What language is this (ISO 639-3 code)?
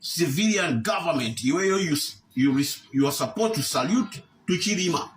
nya